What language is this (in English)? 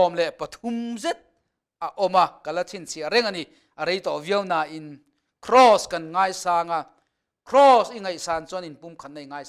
Mizo